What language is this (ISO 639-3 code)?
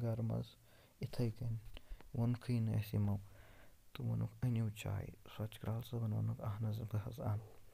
kas